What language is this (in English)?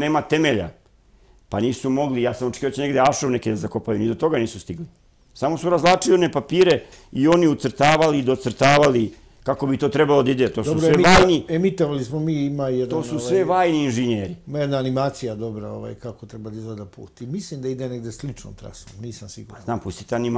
Serbian